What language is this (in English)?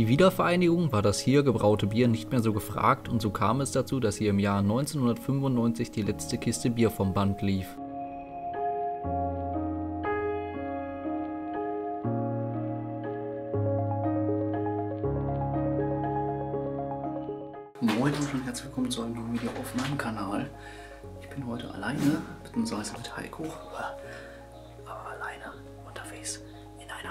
German